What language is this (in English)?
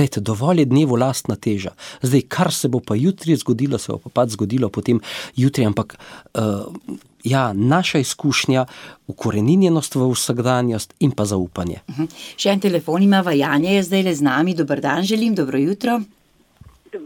Slovenian